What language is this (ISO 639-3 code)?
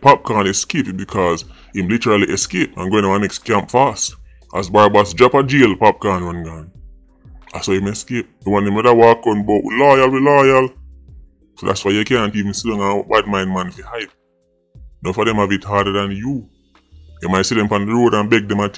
jam